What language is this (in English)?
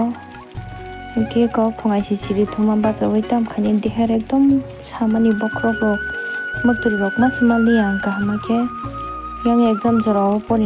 Kok Borok